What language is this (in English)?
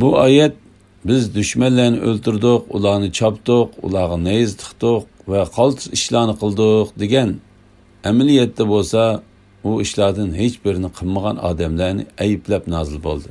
Uyghur